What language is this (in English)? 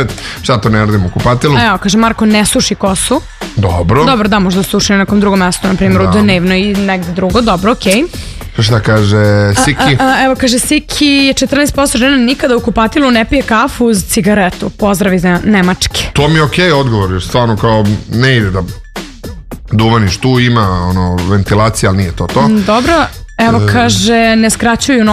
Serbian